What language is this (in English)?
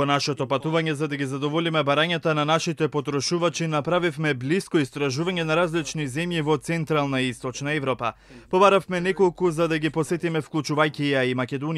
Macedonian